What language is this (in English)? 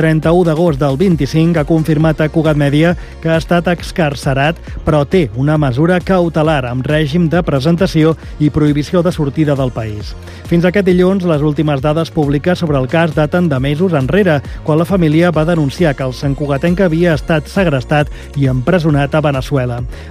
Catalan